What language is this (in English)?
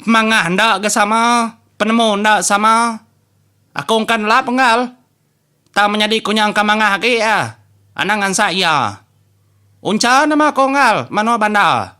Iban